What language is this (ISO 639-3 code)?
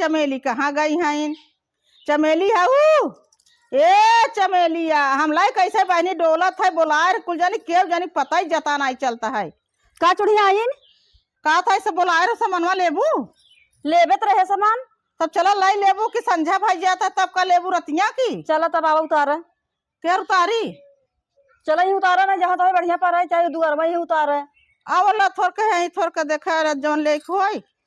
awa